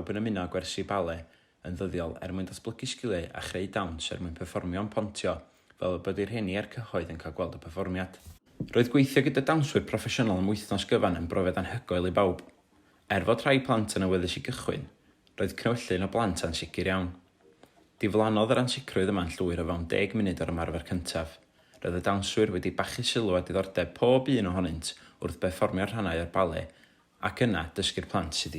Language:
Welsh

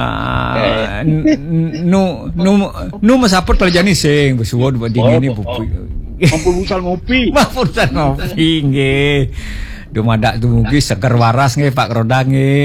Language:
Balinese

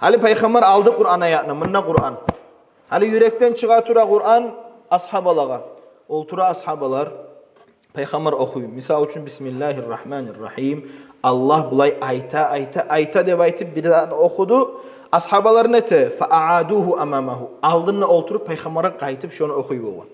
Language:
Kumyk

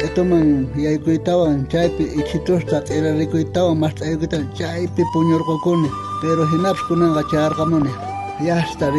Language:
South Bolivian Quechua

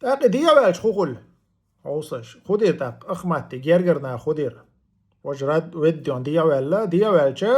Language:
Chechen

